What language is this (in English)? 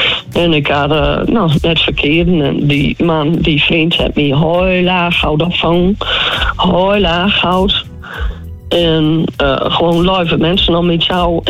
Dutch